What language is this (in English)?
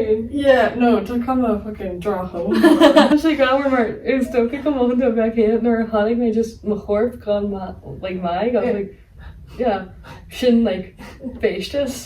Irish